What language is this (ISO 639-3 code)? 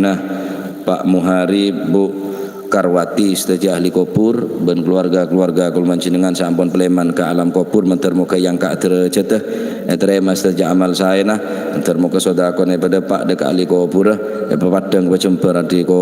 mad